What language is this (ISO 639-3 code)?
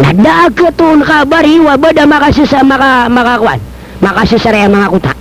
mrw